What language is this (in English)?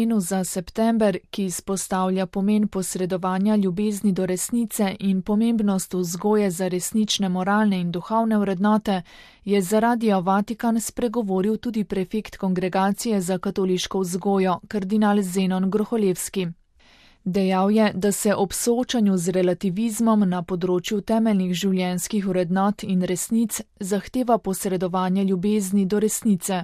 Slovenian